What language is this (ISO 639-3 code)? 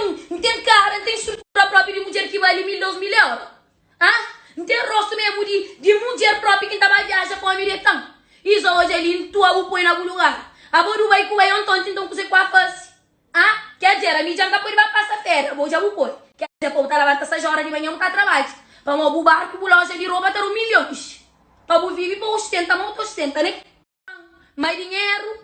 kea